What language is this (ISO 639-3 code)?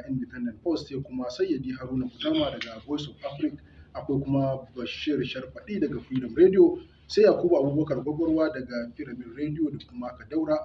hau